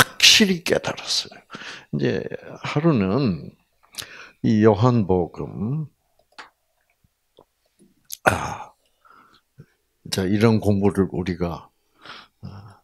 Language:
Korean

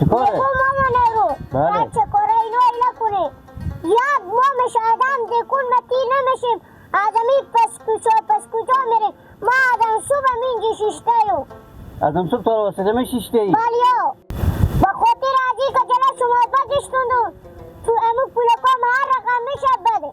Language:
Hazaragi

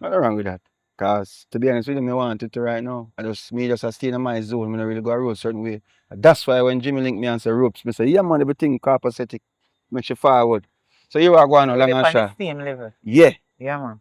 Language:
Jamaican Creole English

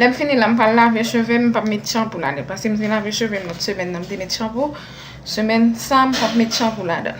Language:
Haitian Creole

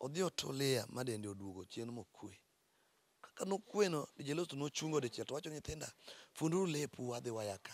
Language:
Luo (Kenya and Tanzania)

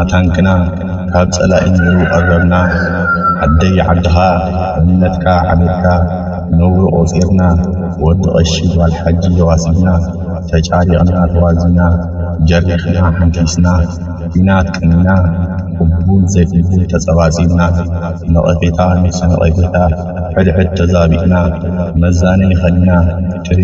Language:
Tigrinya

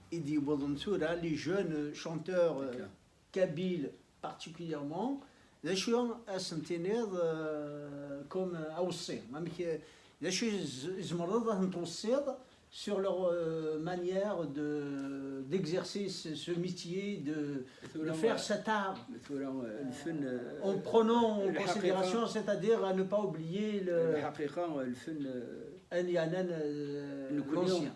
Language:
Kabyle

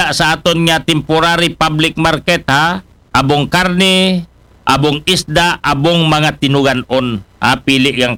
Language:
Aklanon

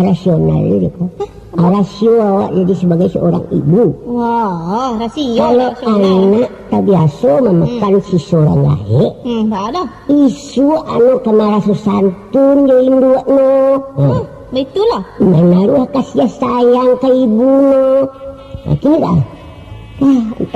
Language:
Minangkabau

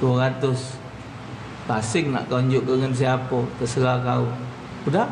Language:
Musi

